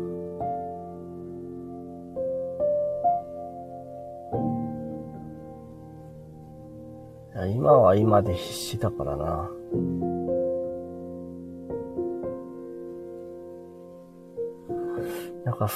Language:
Japanese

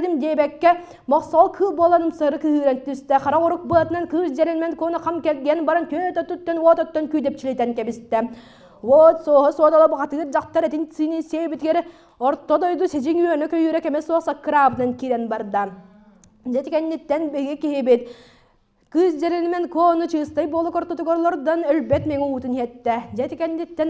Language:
Yakut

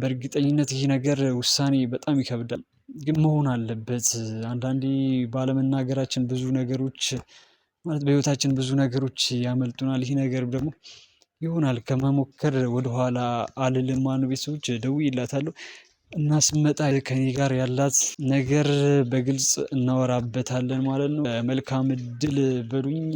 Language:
Amharic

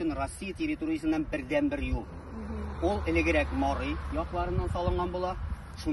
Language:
Tatar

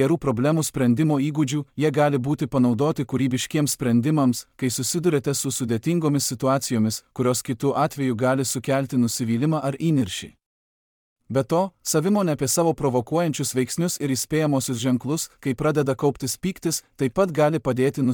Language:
Lithuanian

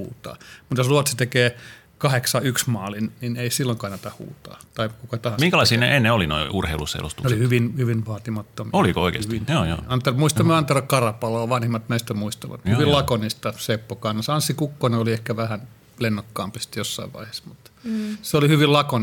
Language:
Finnish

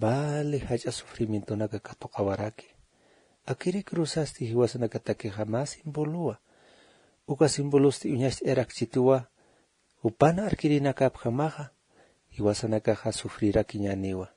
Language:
Aymara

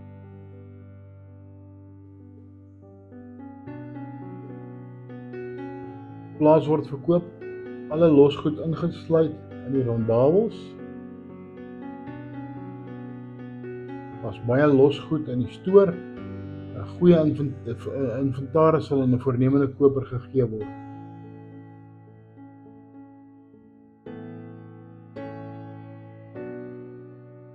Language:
Afrikaans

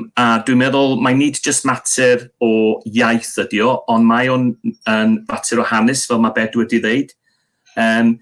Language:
Welsh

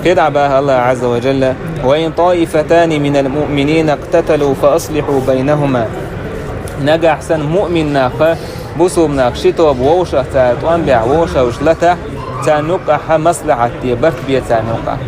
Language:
Chechen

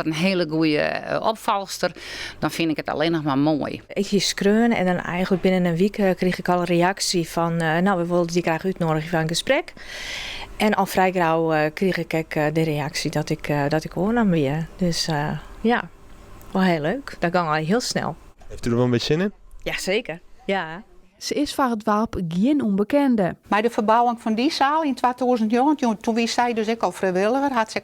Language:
Western Frisian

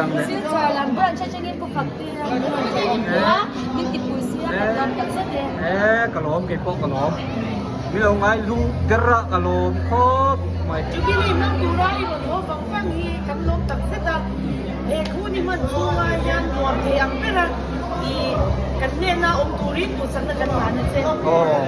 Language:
Hmar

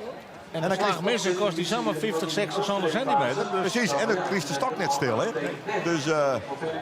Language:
Western Frisian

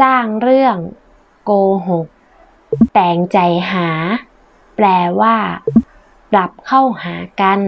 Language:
Northern Thai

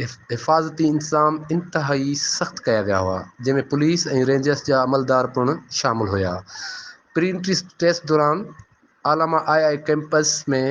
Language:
Sindhi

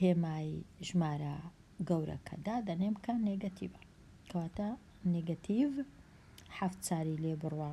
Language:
Central Kurdish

